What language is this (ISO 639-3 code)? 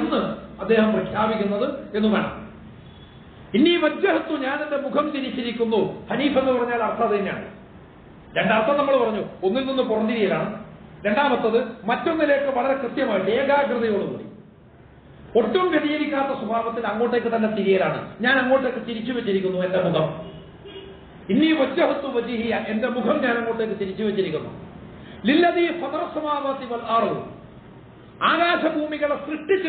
mal